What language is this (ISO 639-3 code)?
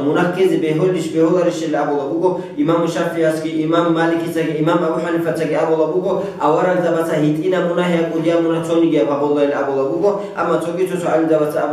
ava